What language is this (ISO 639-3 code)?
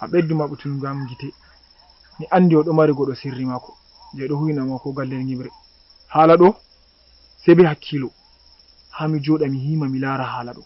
ful